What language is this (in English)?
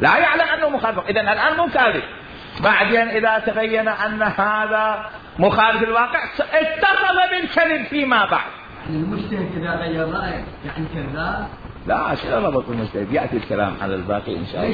Mesopotamian Arabic